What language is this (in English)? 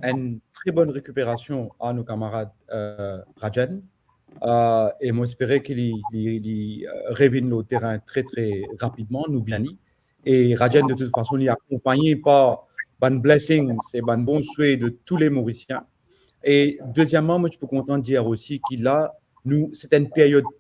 Morisyen